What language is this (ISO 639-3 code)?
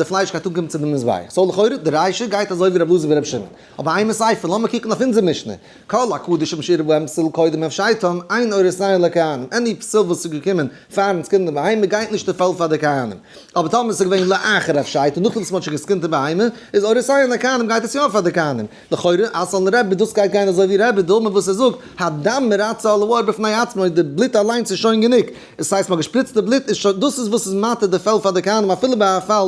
yid